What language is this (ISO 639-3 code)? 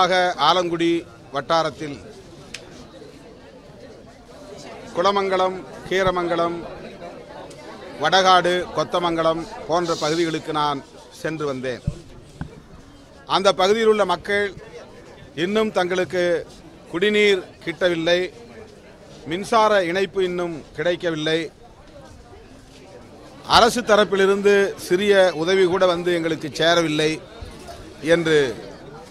tam